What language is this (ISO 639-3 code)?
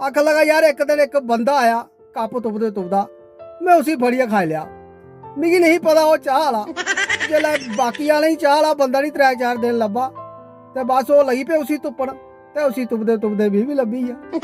doi